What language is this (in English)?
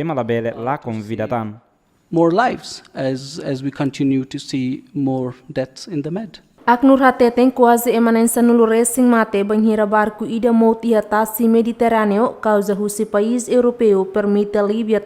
Tetum